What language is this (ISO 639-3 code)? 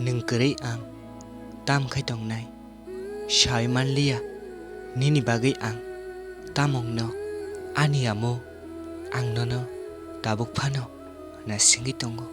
trp